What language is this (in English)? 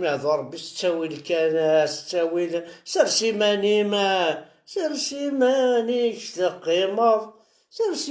Kabyle